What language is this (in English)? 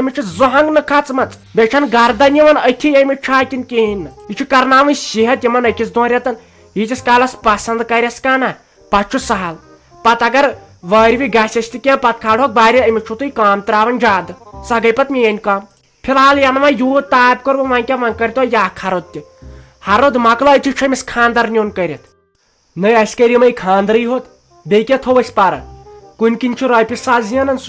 Kashmiri